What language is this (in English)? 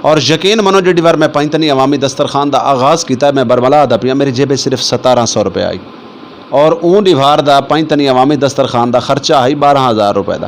Saraiki